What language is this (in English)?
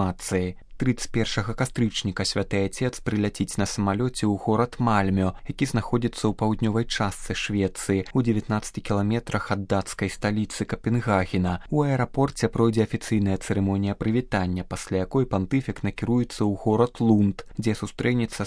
Belarusian